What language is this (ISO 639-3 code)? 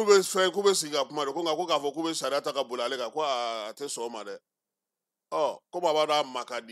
bam